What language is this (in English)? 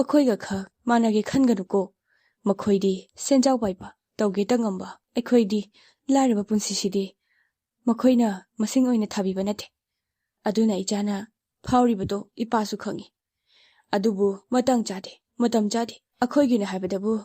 Manipuri